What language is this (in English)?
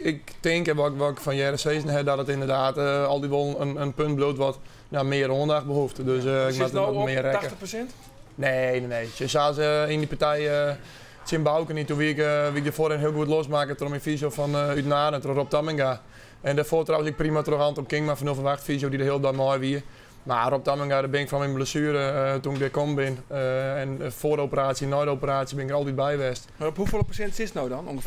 Western Frisian